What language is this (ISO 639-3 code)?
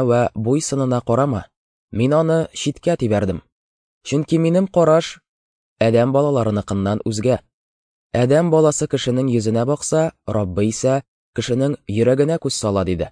tat